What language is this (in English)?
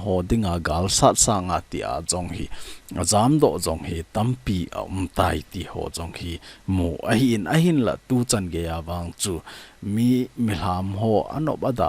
Thado Chin